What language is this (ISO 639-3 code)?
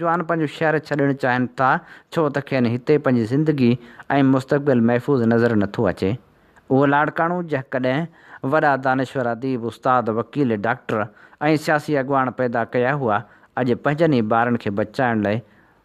snd